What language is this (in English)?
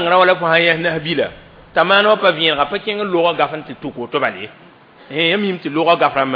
Mossi